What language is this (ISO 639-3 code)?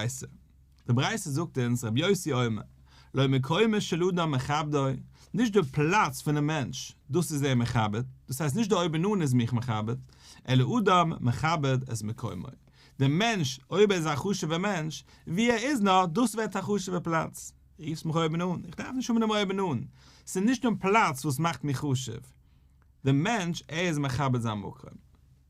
yid